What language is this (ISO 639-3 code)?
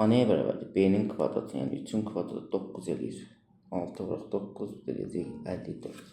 aze